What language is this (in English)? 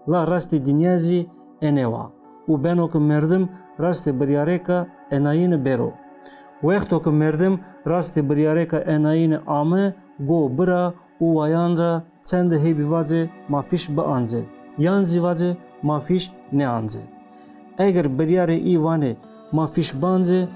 Zaza